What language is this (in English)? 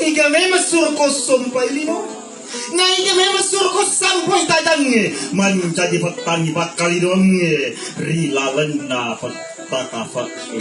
Buginese